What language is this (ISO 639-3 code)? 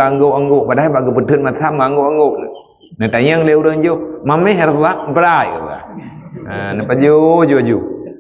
ace